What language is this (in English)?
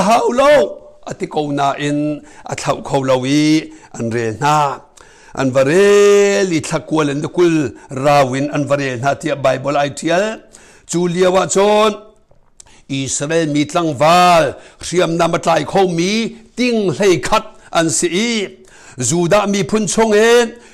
Hakha Chin